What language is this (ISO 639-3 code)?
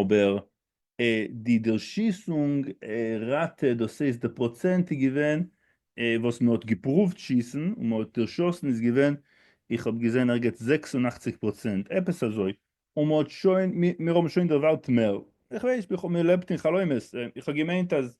yid